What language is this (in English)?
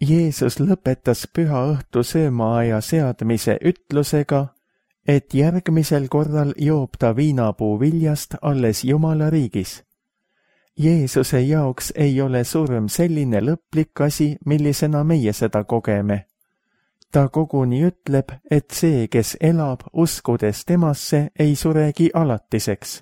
Estonian